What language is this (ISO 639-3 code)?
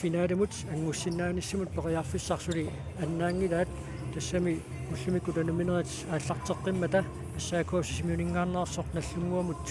kal